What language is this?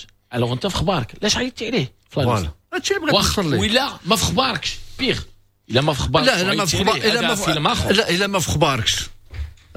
Moroccan Arabic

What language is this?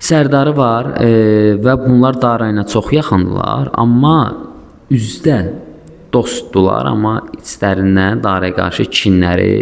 Azerbaijani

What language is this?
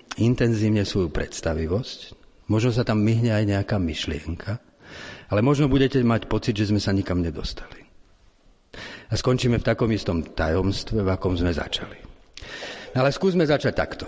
Slovak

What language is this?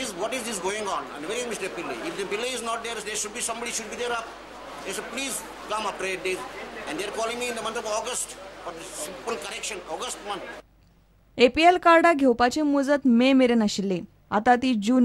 Konkani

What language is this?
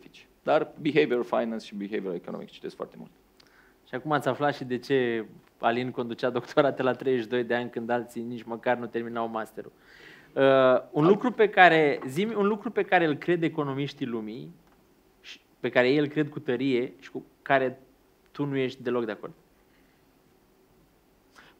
Romanian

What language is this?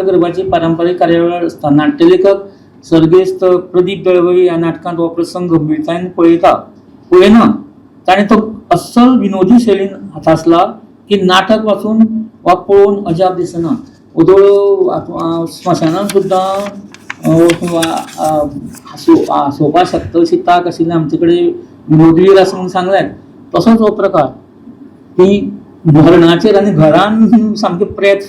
Konkani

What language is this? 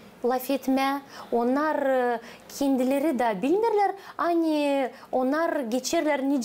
Gagauz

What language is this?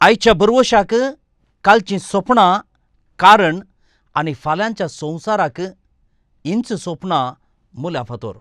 Konkani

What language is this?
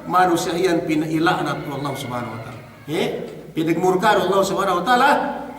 Yakan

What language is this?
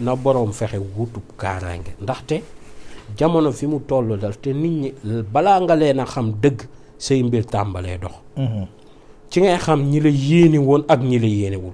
Wolof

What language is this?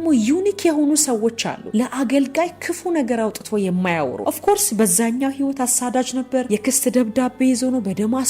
Amharic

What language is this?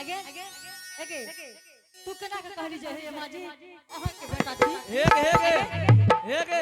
Angika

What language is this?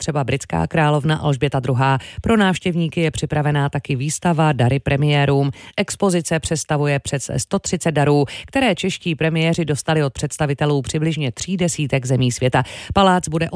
Czech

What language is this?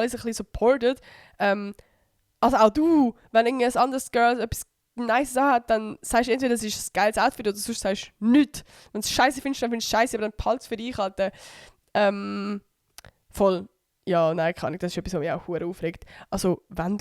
Swiss German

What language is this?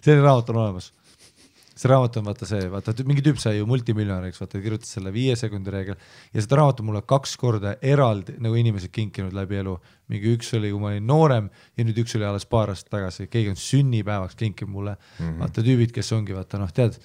Estonian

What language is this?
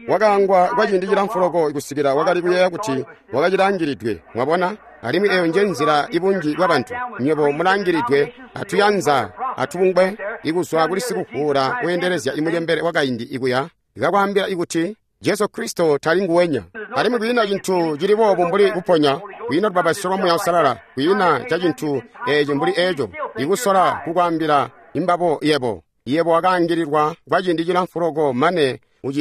Tonga (Zambia)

